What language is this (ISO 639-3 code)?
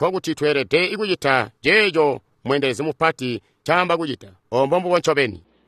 toi